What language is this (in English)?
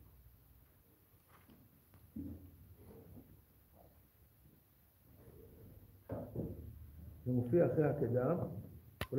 Hebrew